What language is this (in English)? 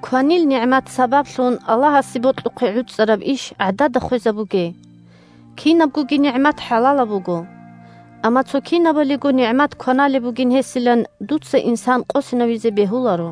Avaric